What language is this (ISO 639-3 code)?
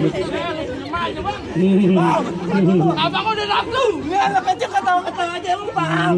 bew